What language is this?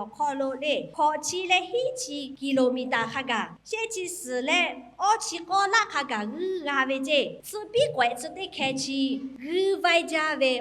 Lahu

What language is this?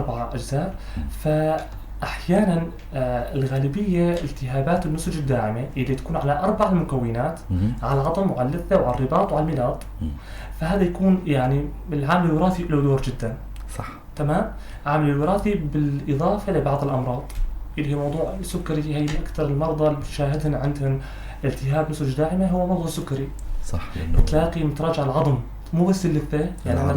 North Levantine Arabic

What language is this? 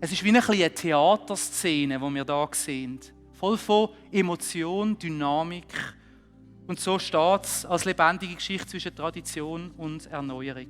Swiss German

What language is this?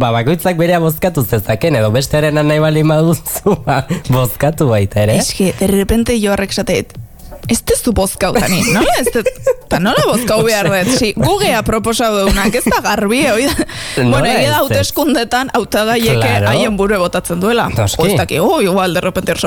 Basque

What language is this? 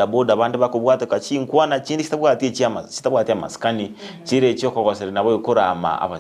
Gusii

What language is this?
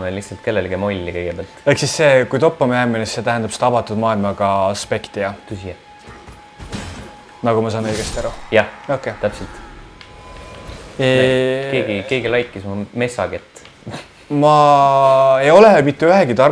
Estonian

